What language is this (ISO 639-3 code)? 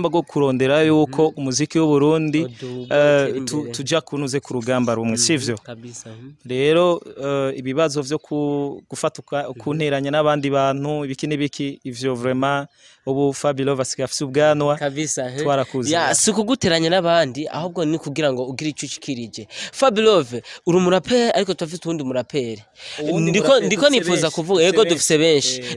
run